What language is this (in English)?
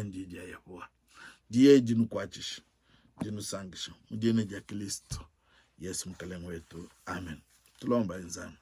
Luba-Lulua